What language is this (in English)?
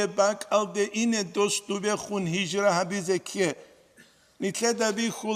Avaric